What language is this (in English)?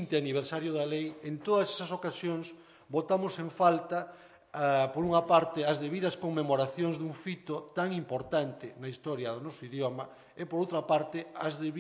Galician